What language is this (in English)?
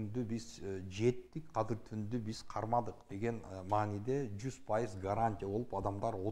Kyrgyz